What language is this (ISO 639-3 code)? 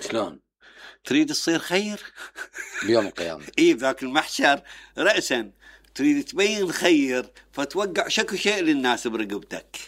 acm